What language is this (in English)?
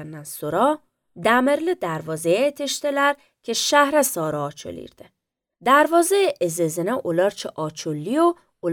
Azerbaijani